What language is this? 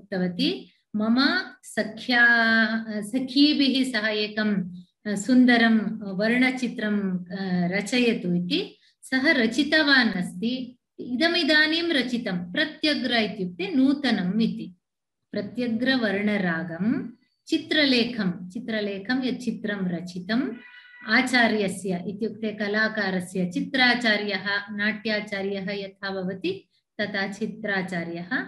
Sanskrit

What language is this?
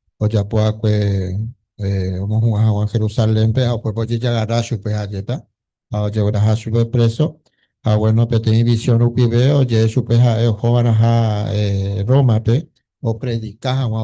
Guarani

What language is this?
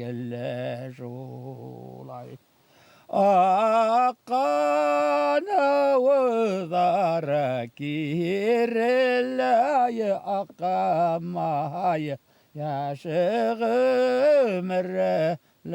Bashkir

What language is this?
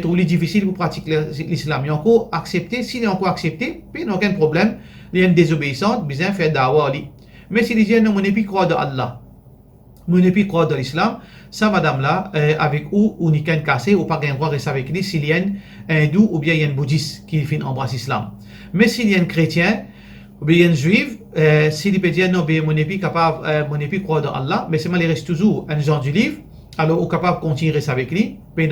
Morisyen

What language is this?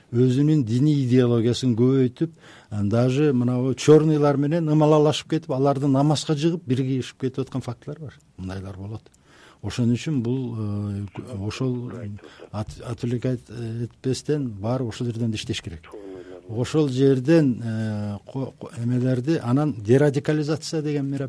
Kyrgyz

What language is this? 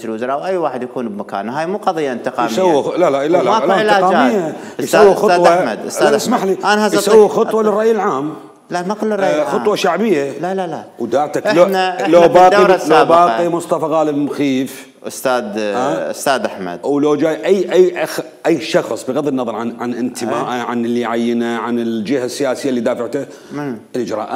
Mesopotamian Arabic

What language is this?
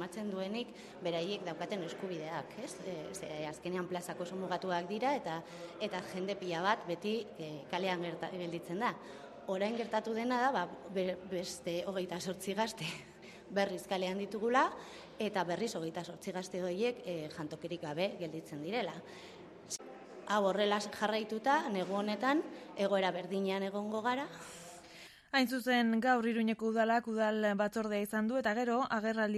Basque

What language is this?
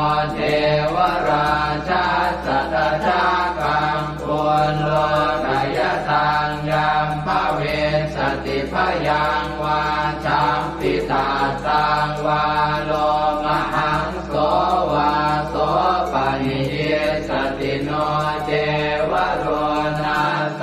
Pali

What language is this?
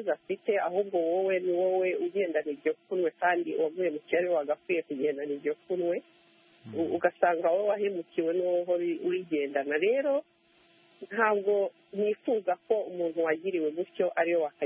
Kinyarwanda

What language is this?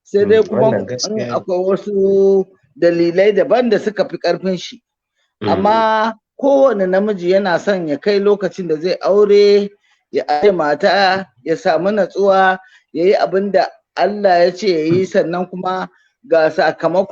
Hausa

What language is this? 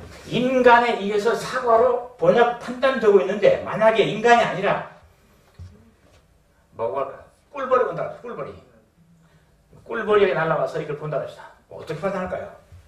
Korean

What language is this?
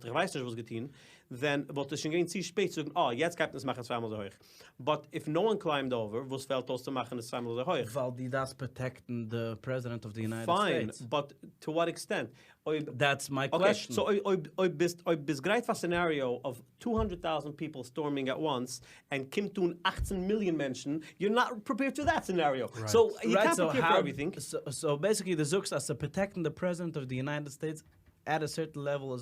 Yiddish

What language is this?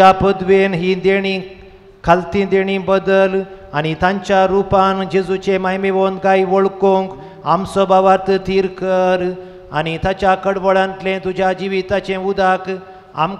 Konkani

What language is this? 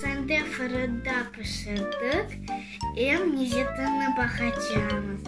Crimean Tatar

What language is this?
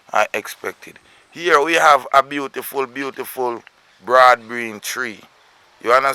Jamaican Creole English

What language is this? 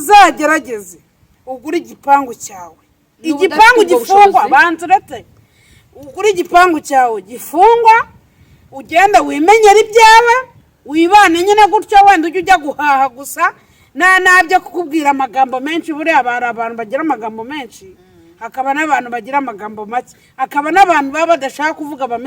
Kinyarwanda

